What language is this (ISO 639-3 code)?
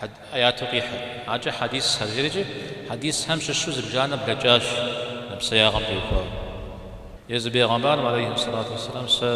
kbd